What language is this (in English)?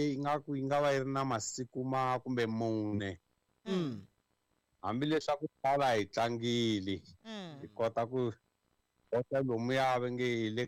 Tsonga